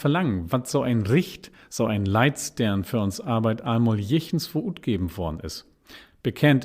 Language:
Low German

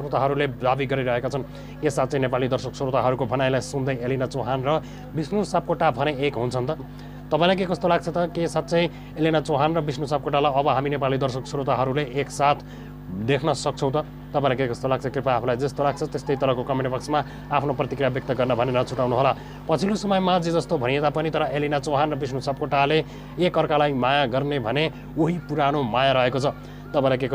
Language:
Nepali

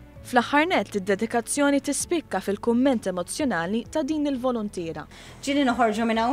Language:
Maltese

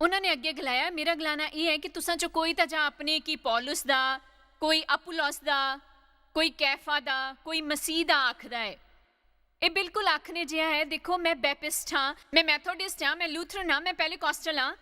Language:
Dogri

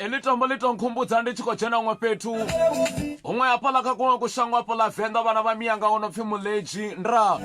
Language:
Venda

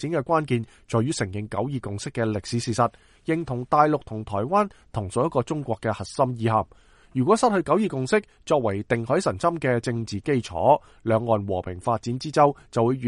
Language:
Cantonese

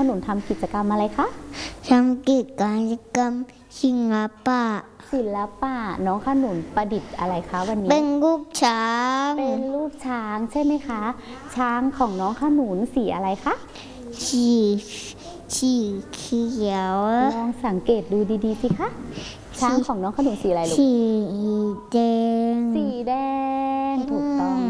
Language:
Thai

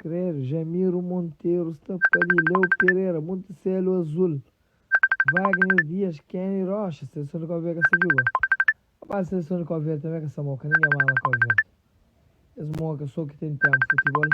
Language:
Kabuverdianu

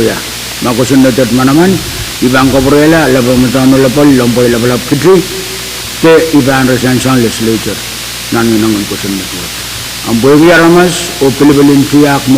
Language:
Pohnpeian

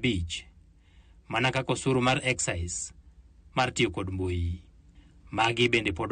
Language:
Luo (Kenya and Tanzania)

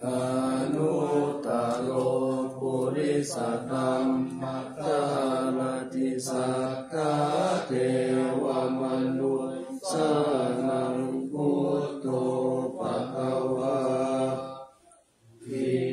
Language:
Pali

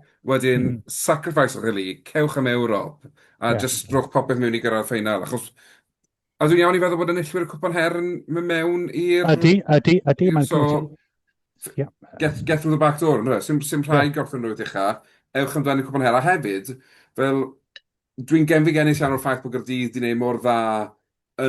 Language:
Welsh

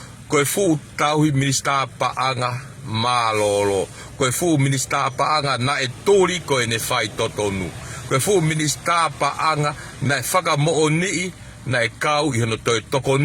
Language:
Tongan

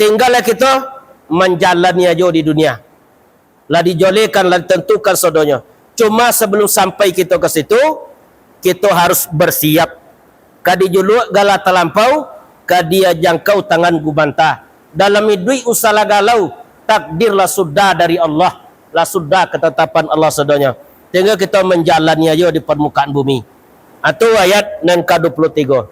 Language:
Minangkabau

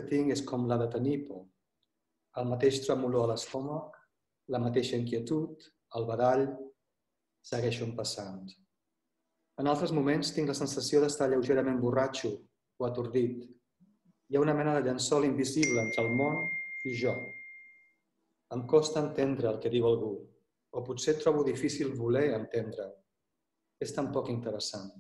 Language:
Catalan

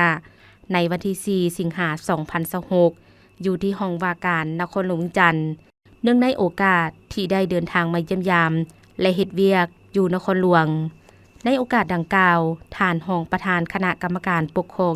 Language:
Lao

